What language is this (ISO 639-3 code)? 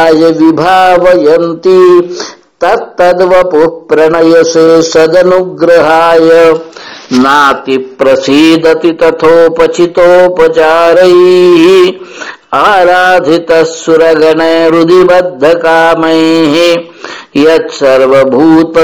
san